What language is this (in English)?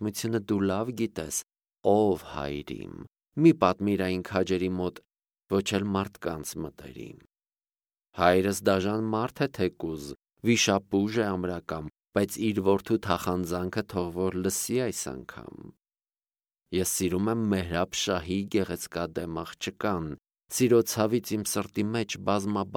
Armenian